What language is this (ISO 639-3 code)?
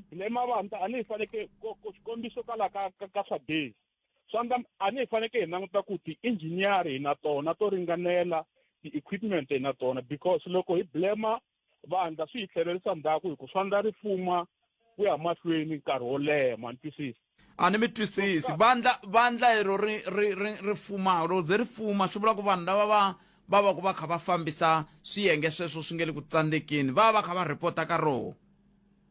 tso